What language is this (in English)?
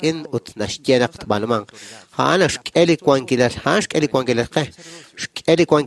Kekchí